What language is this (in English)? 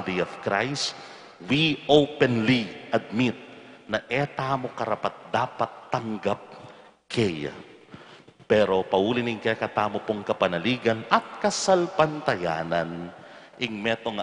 Pampanga